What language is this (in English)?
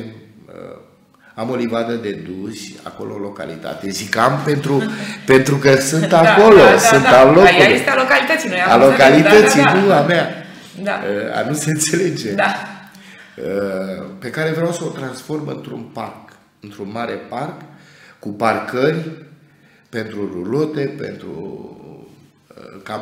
Romanian